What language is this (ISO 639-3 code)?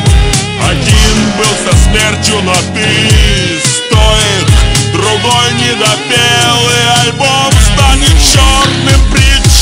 rus